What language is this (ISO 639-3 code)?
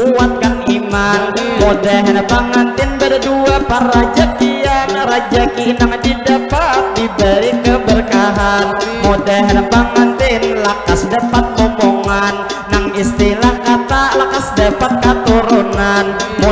bjn